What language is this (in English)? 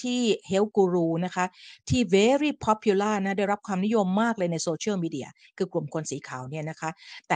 Thai